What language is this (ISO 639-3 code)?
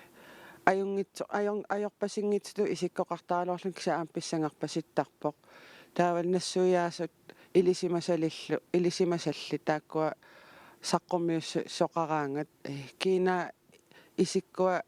kal